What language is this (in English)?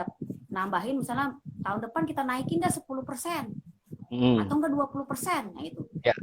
Betawi